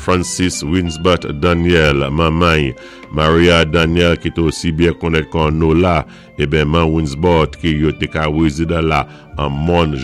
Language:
Saint Lucian Creole French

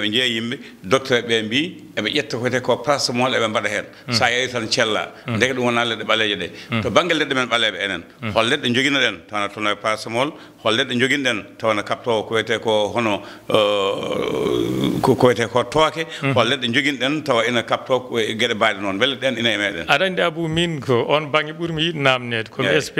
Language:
Fula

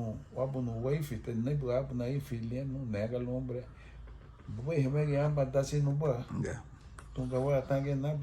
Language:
Garifuna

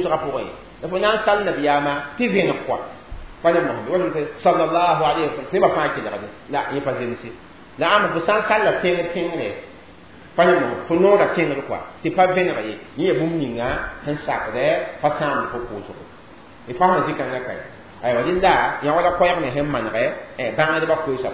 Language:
Mossi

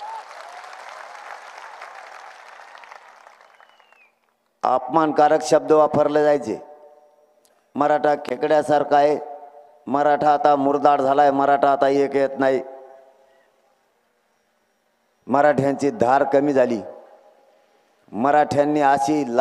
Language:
Marathi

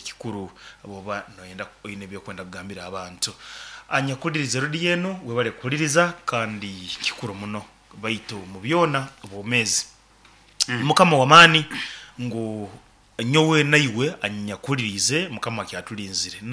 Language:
Nyoro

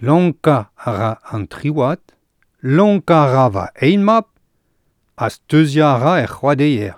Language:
Breton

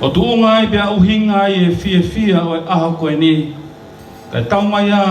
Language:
Tongan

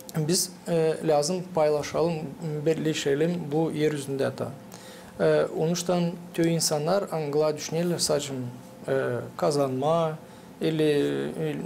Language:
Gagauz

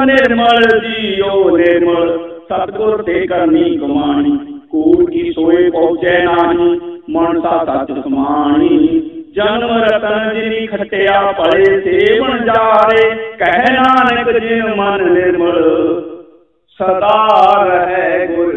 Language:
Punjabi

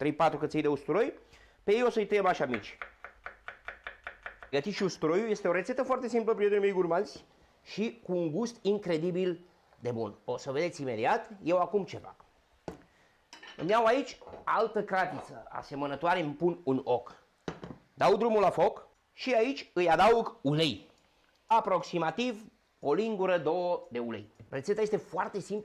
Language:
Romanian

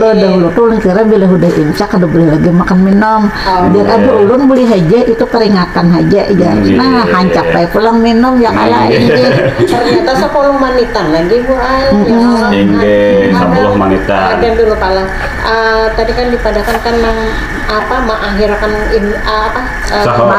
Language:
Banjar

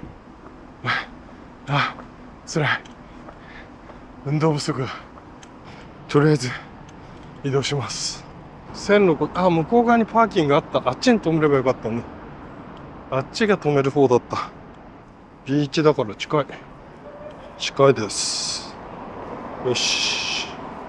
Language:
Japanese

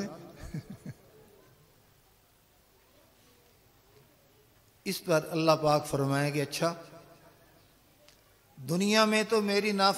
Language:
Urdu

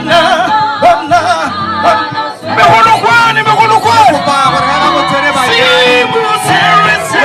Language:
Tswana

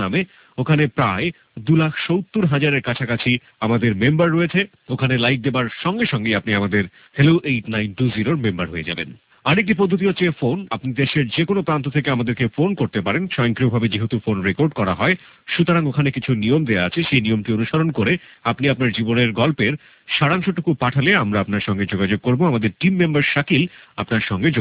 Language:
Bangla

